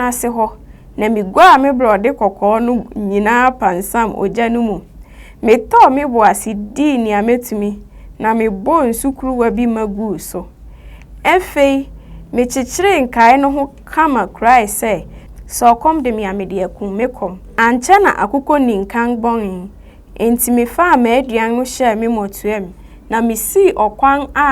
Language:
Akan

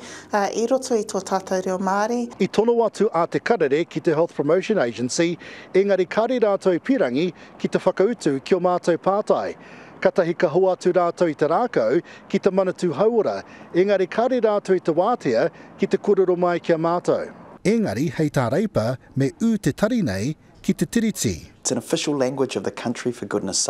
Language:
Māori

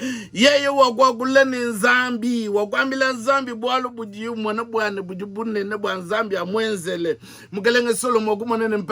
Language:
Luba-Lulua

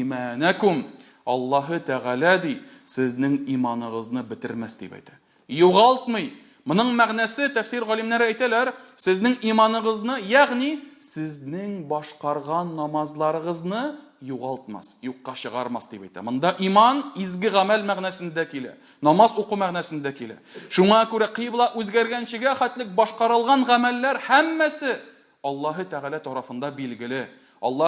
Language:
Tatar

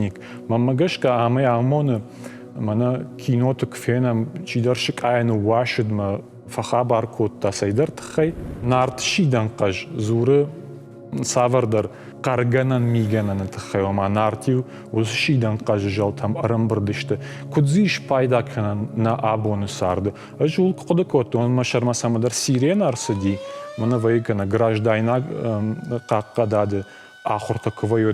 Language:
Ossetic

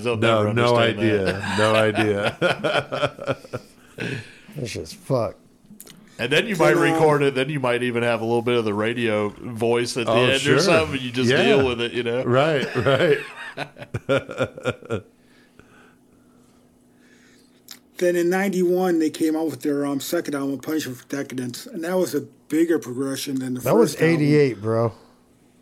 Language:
English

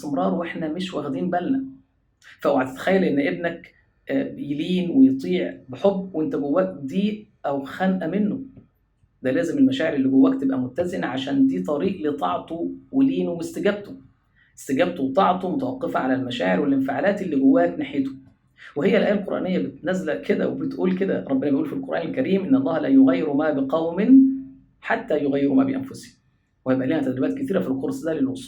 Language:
Egyptian Arabic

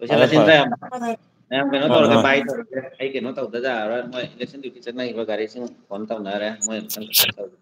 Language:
Manipuri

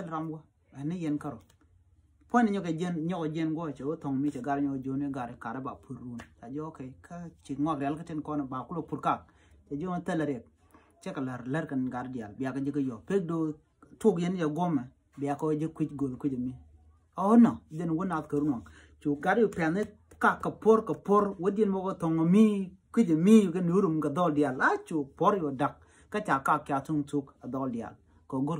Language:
Nuer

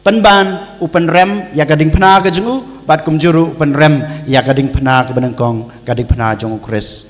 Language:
Khasi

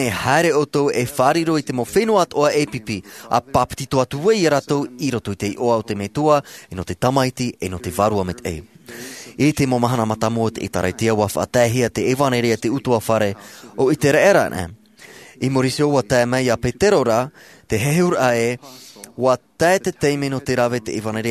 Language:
Tahitian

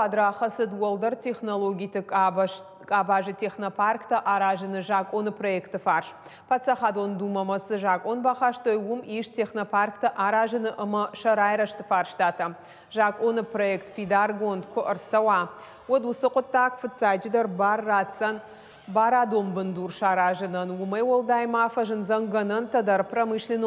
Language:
Ossetic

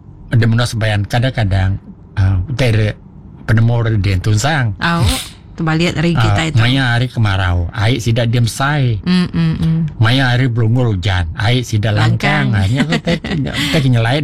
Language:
Iban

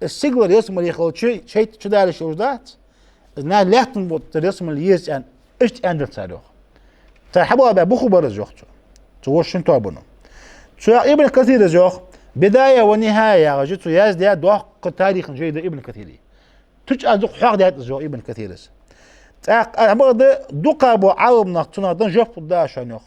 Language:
Ingush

